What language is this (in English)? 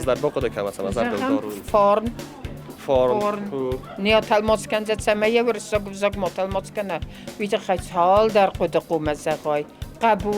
Ossetic